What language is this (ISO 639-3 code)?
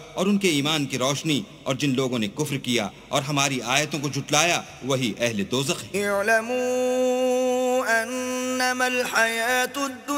urd